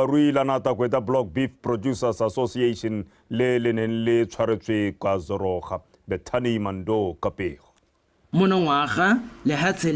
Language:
Tswana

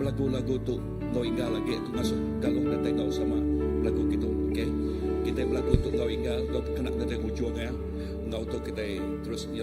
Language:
Iban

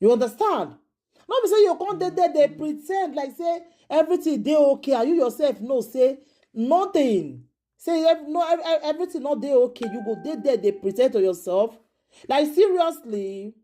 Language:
Nigerian Pidgin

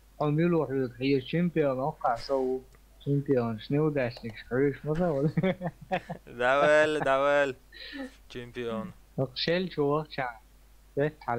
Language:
Chechen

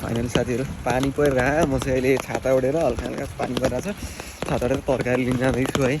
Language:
Nepali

